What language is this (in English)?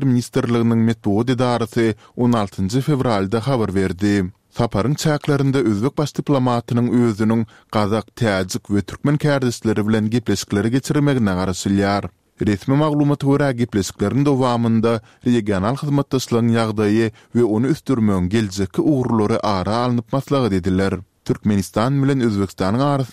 Turkmen